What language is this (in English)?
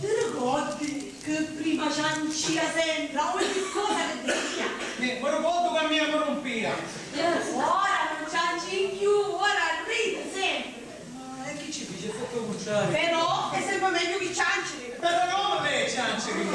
Sicilian